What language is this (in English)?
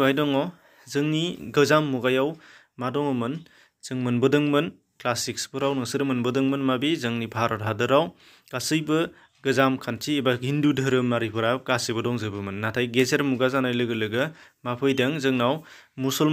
Bodo